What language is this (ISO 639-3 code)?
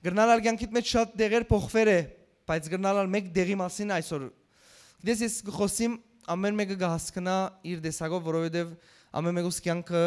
hyw